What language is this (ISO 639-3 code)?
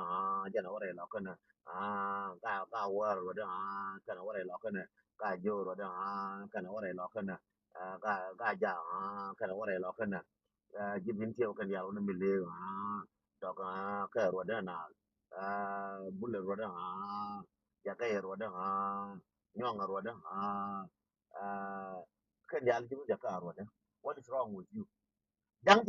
nus